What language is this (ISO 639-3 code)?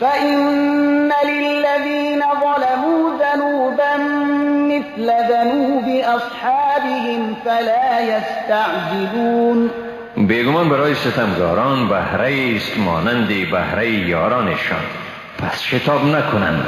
fas